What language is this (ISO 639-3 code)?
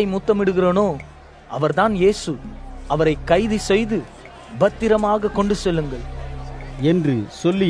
tam